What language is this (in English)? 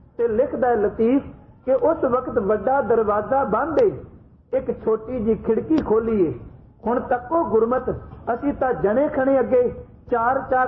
Punjabi